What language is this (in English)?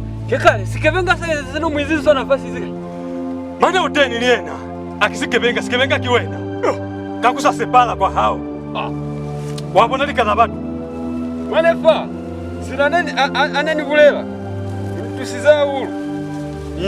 Lozi